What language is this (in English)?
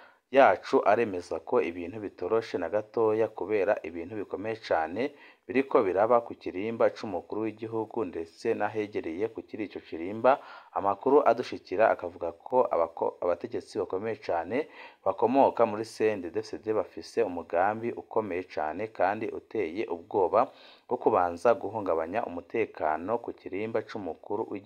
Rundi